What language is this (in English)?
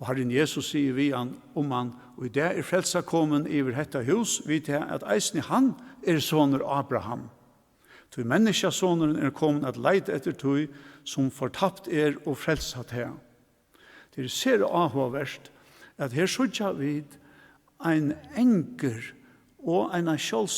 Faroese